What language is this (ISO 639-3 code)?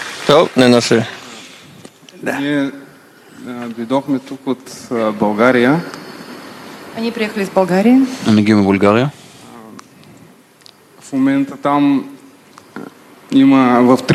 heb